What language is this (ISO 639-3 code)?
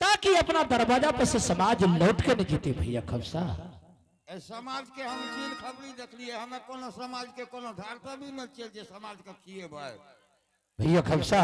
anp